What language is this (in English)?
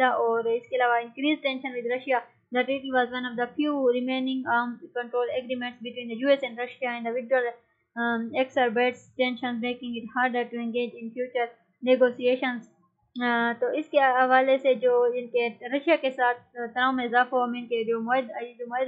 Urdu